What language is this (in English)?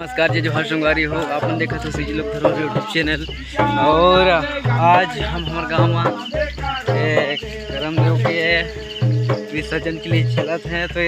Chhattisgarhi